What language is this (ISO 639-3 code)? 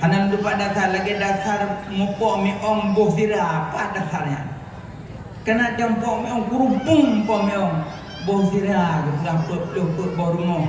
ace